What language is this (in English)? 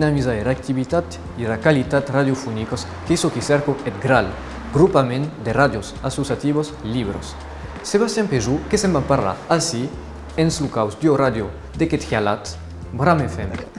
Occitan